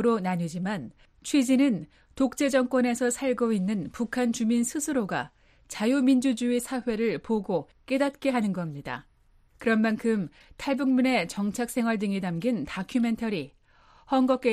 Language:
Korean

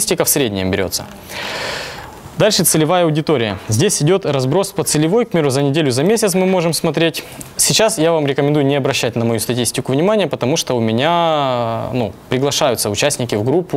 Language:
Russian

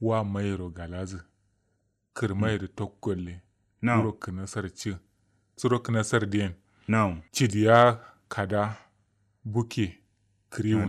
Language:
Kanuri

